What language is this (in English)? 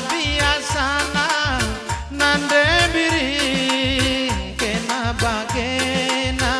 Batak Karo